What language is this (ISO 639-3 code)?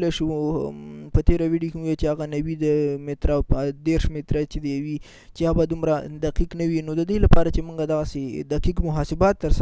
pus